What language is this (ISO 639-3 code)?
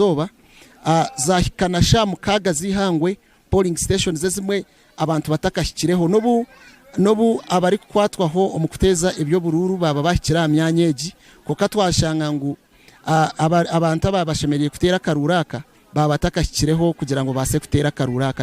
nyn